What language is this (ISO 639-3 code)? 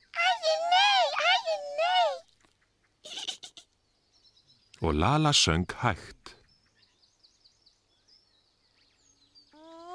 isl